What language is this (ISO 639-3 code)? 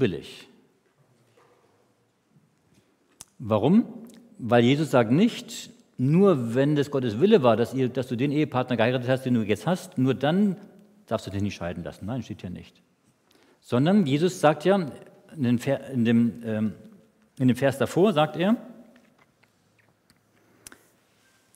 deu